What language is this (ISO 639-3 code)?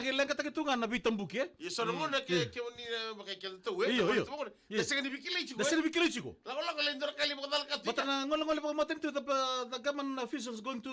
fij